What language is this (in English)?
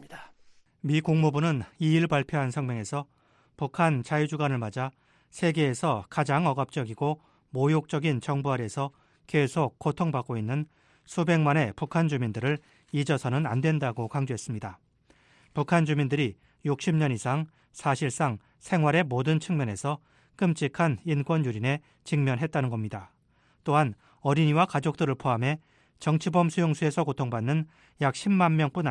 Korean